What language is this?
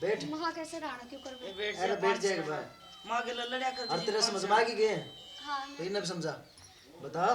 Haryanvi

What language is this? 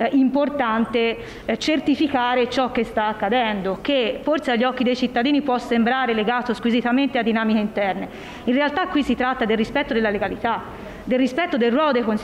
Italian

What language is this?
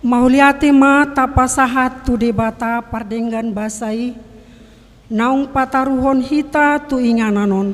Batak Toba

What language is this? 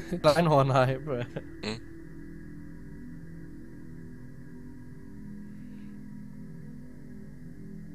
German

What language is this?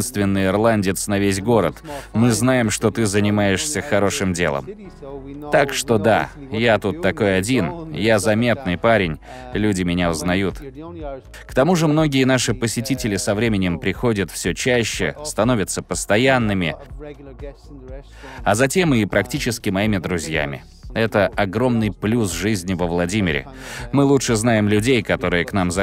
Russian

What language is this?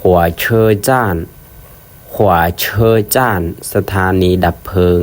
Lao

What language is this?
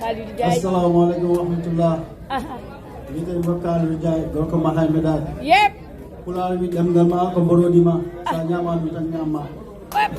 Fula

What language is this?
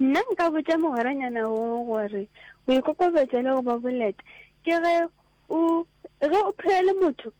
Northern Sotho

